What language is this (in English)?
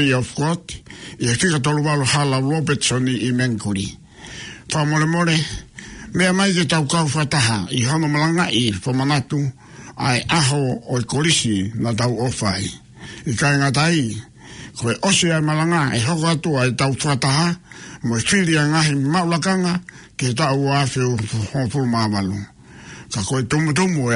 Tongan